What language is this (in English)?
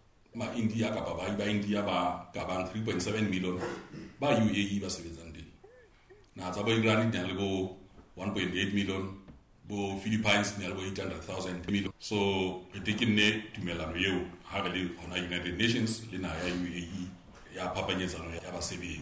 Southern Sotho